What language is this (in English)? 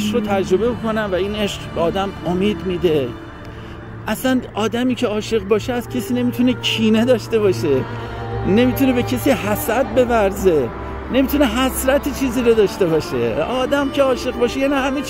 Persian